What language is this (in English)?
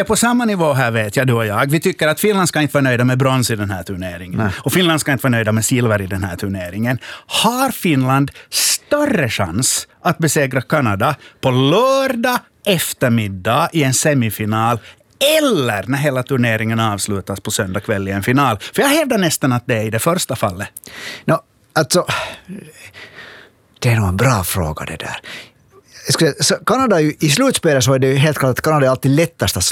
Swedish